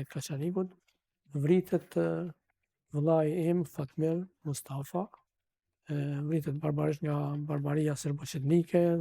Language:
Albanian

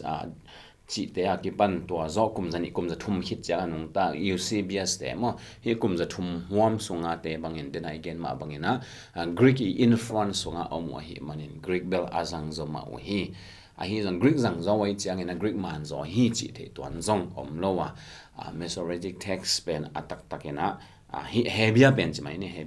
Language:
Tedim Chin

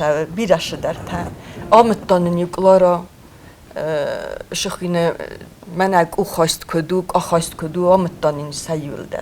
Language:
Ossetic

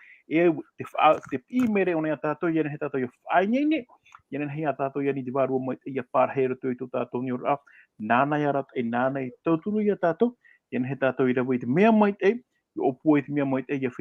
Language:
Tahitian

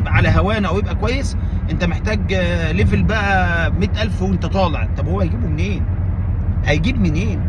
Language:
Egyptian Arabic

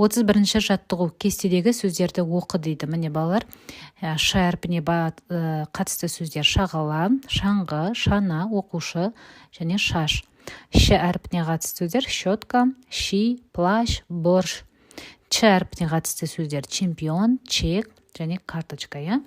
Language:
Kazakh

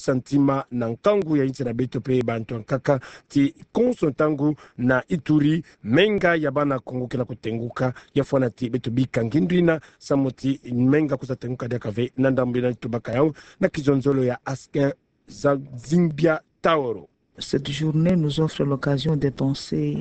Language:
Kituba (Democratic Republic of Congo)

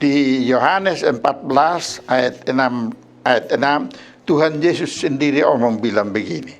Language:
Kupang Malay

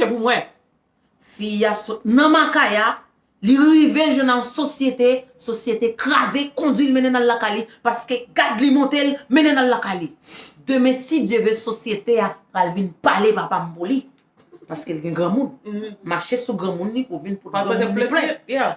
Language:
Haitian Creole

